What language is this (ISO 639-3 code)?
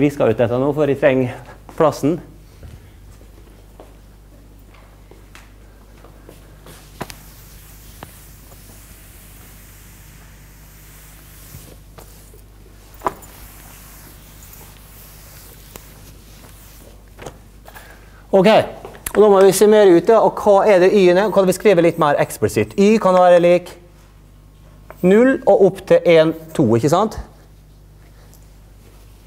nor